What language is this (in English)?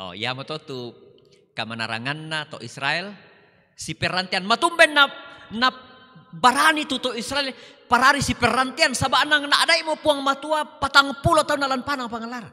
Toraja-Sa'dan